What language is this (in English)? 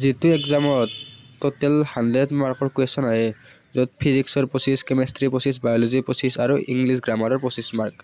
Assamese